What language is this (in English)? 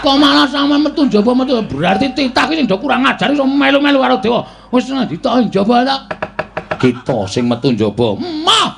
Javanese